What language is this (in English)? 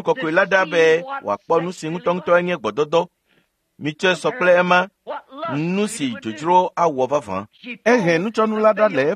Ewe